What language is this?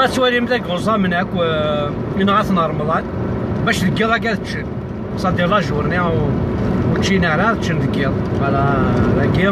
Kabyle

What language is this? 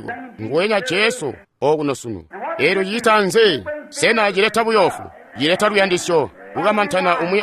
Tonga (Zambia)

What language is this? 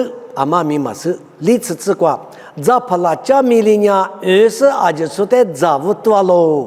Lisu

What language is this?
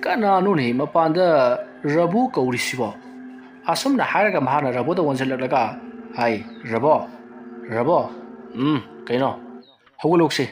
Manipuri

